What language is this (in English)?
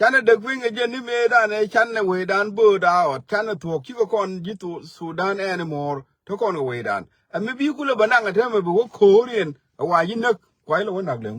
Nuer